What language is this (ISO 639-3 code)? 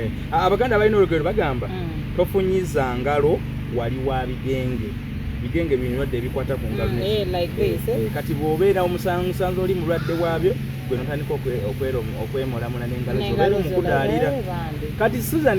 lug